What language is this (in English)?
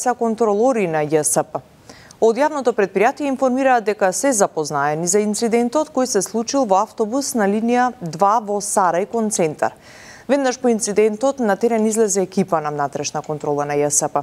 Macedonian